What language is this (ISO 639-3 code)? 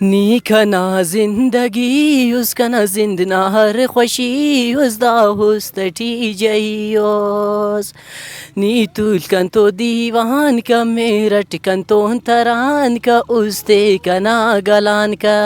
brh